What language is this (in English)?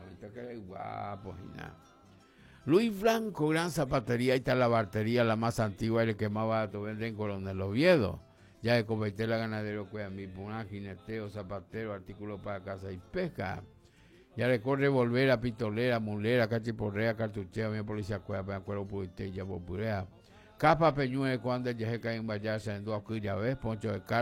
Guarani